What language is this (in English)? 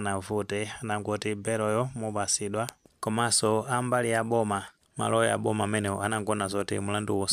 Nyanja